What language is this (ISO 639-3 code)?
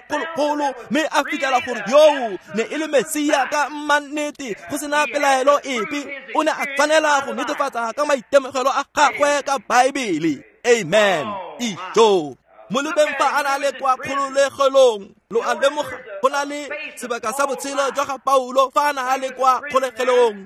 tsn